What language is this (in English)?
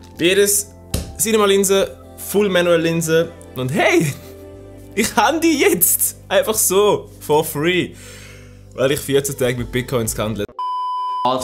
Swiss German